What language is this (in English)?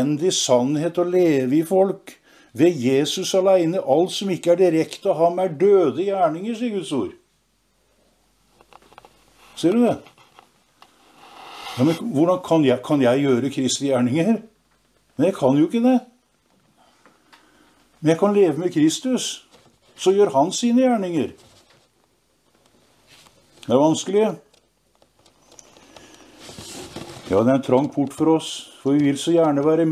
Norwegian